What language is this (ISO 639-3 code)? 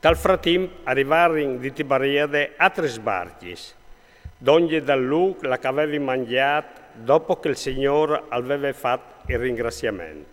fur